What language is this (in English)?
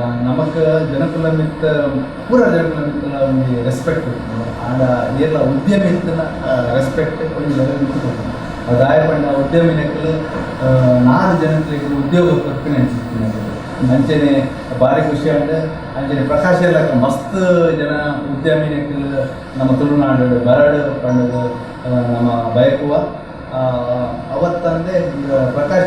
Tulu